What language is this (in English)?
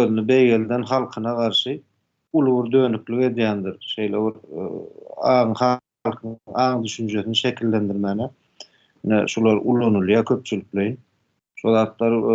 Turkmen